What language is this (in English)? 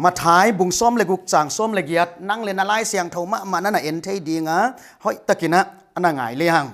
Paite Chin